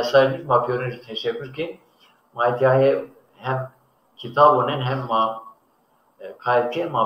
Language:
Zaza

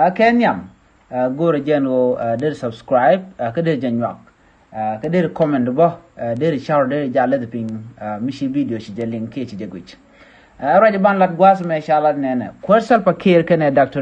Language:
Nuer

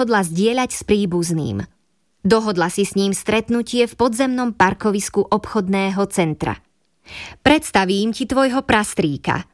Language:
Slovak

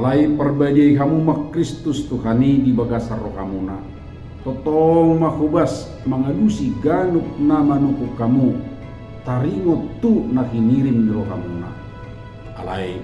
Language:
Batak Toba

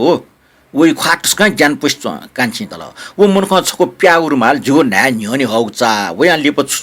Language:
Newari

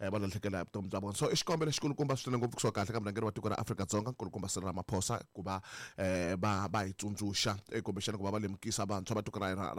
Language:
Tsonga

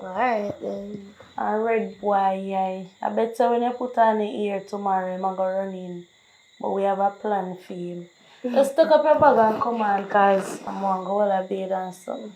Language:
Jamaican Creole English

